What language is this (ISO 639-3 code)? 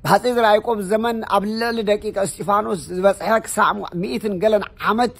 tir